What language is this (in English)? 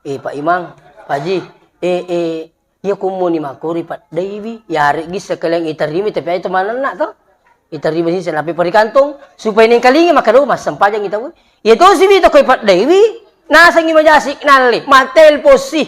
Buginese